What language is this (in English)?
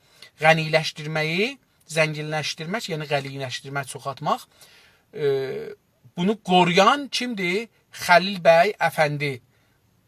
South Azerbaijani